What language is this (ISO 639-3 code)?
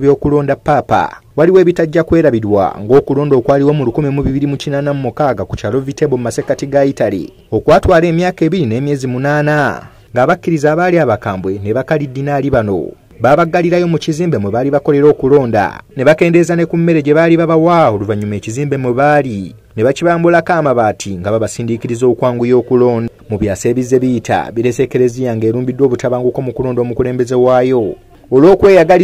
lug